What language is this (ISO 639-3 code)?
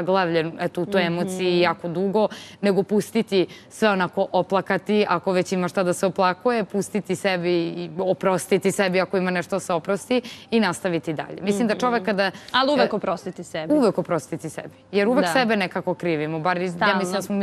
srp